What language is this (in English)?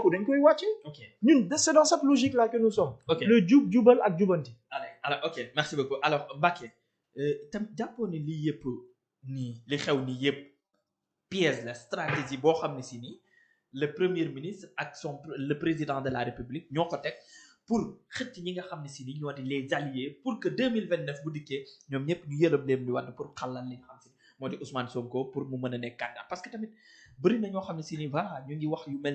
Wolof